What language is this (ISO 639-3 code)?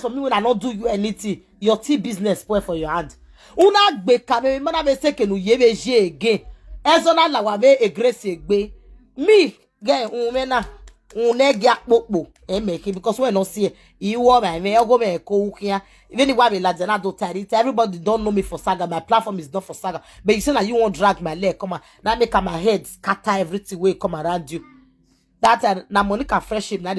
pcm